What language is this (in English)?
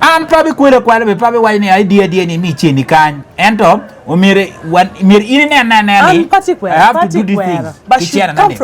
Acoli